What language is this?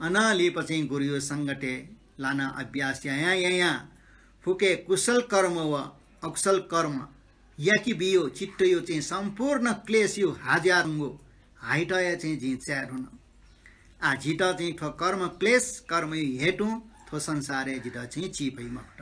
Newari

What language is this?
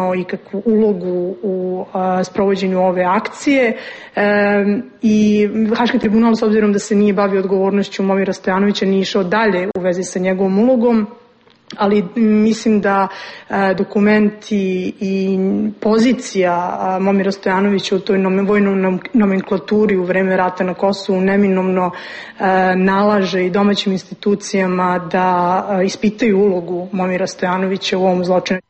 Serbian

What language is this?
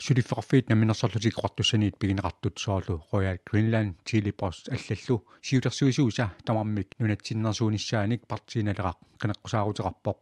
Kalaallisut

